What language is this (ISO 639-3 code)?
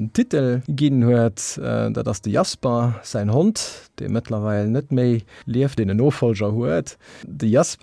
ltz